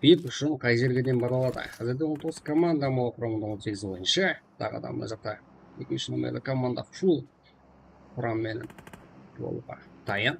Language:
Kara-Kalpak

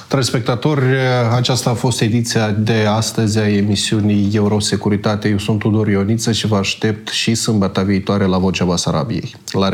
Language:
Romanian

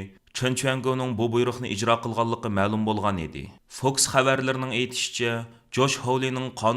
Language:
Uyghur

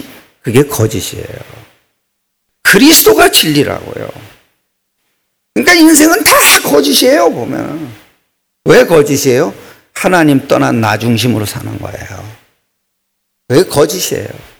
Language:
Korean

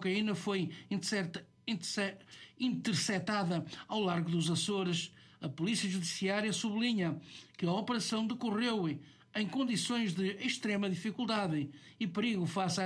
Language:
Portuguese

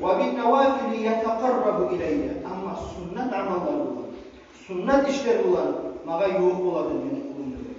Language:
Kumyk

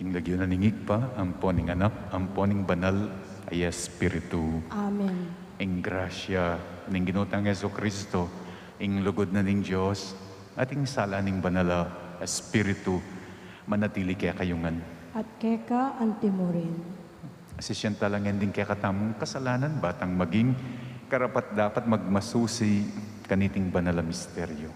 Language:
Pampanga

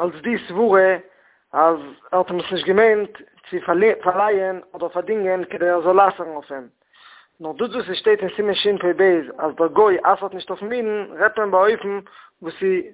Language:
Yiddish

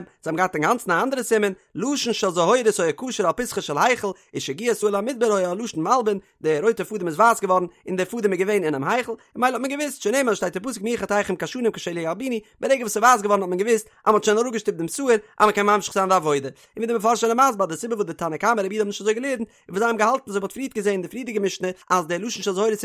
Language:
Yiddish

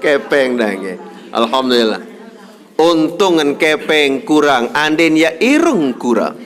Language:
Sasak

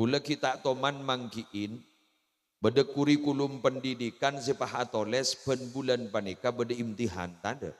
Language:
Madurese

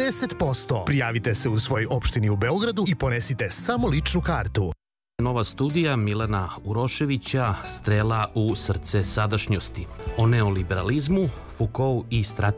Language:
Serbian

